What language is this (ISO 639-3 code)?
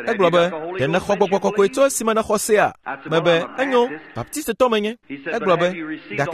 ewe